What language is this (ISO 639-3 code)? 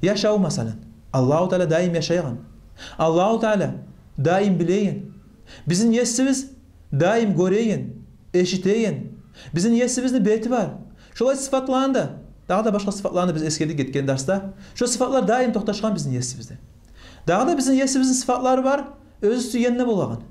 kum